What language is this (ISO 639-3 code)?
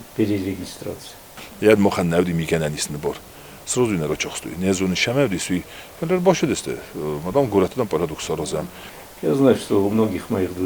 oss